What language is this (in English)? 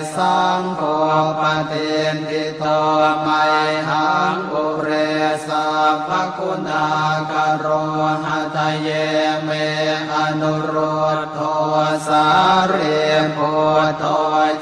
Pali